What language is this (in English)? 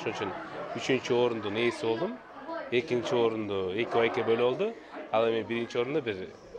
Kyrgyz